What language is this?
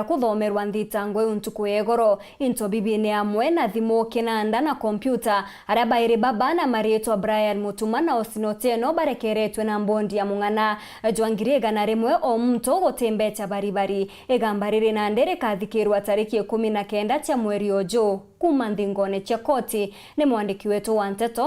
Meru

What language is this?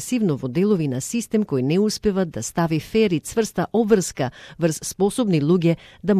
Macedonian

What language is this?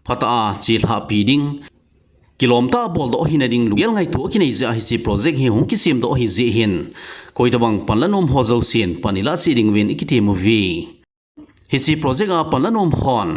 Thado Chin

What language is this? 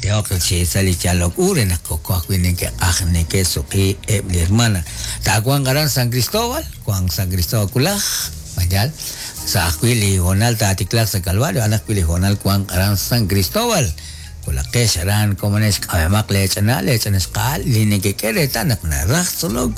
Kekchí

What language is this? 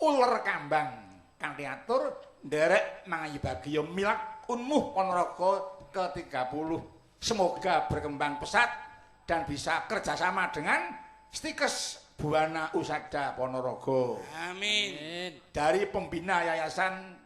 Javanese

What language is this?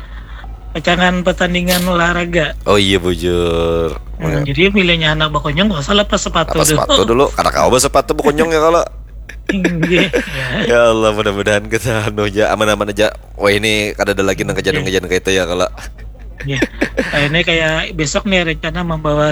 Banjar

